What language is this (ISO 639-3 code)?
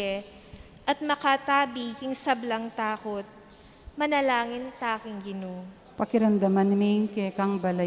pam